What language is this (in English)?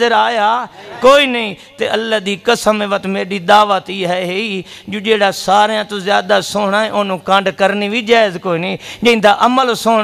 Western Panjabi